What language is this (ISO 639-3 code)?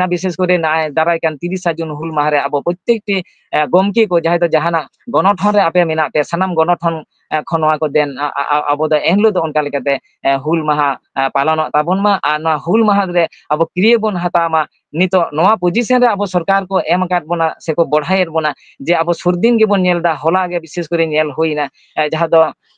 sat